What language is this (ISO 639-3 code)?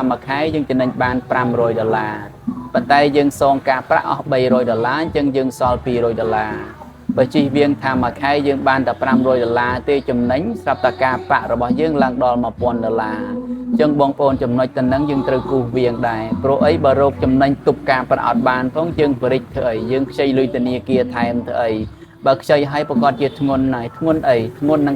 khm